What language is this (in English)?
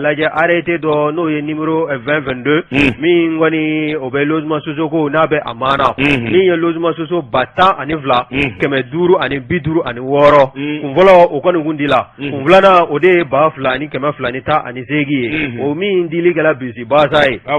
Bambara